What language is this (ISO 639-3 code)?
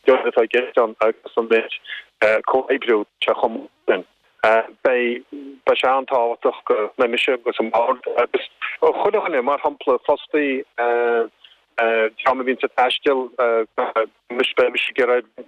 gle